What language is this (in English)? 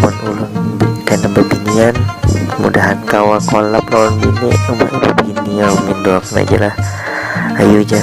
Banjar